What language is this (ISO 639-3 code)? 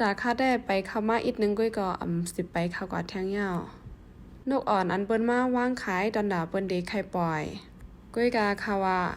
shn